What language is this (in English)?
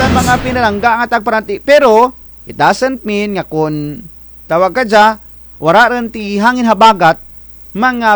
Kinaray-a